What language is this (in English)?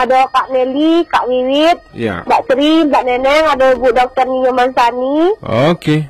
Minangkabau